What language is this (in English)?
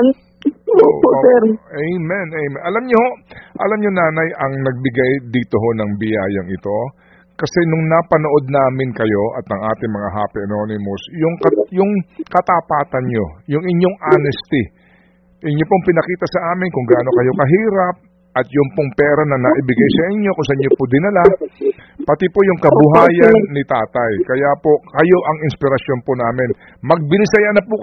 Filipino